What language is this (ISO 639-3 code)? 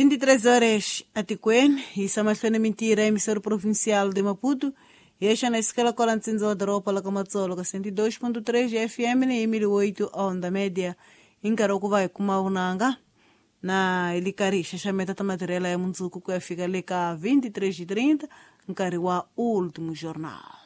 tso